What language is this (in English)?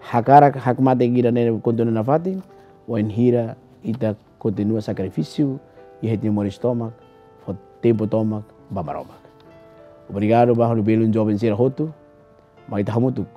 Tetum